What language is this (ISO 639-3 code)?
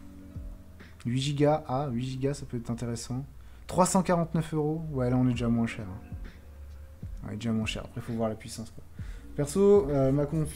fra